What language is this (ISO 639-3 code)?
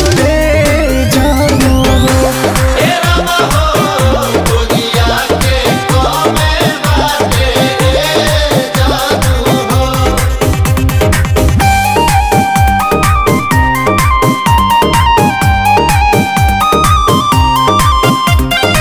bho